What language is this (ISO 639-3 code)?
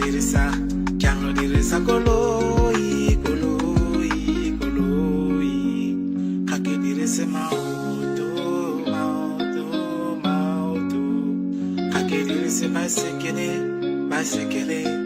tsn